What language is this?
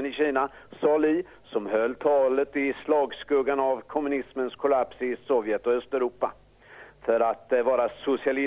Swedish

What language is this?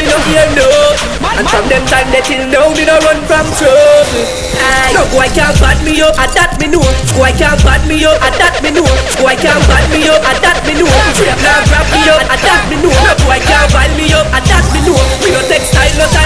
Jamaican Creole English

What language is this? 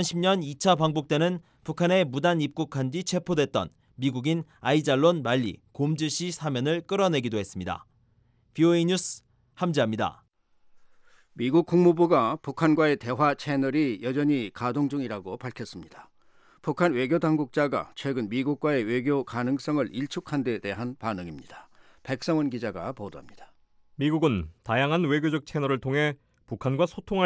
Korean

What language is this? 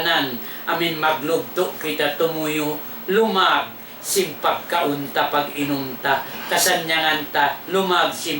Tausug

